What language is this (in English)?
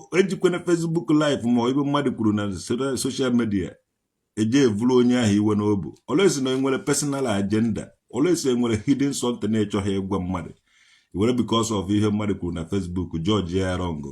Igbo